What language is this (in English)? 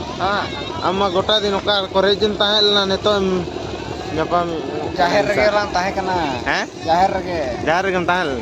Santali